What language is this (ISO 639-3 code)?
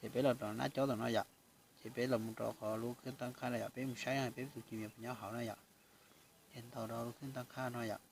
hmn